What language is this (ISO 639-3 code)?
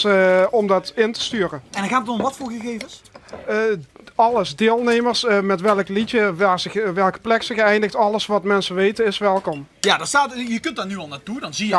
lim